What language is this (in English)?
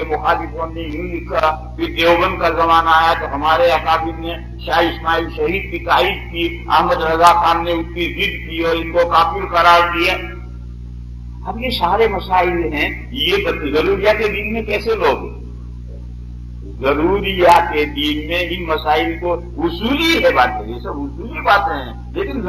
Urdu